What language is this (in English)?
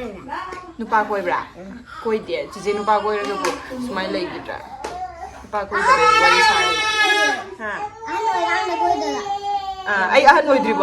Manipuri